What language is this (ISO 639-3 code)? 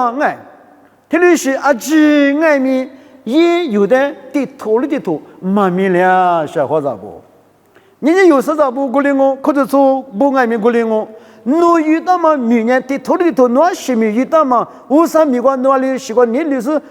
lis